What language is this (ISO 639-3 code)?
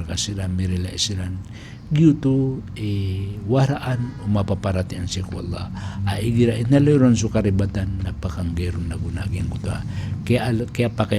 mrw